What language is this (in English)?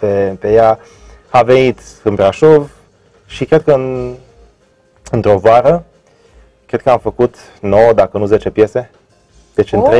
Romanian